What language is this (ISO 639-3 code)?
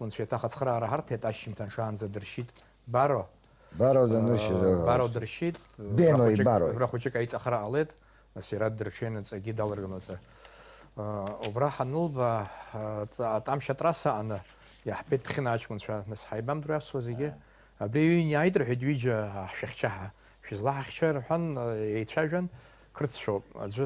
abk